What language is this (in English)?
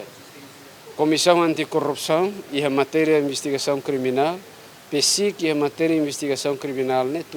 Tetum